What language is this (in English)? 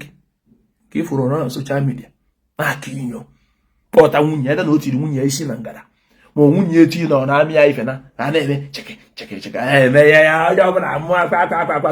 Igbo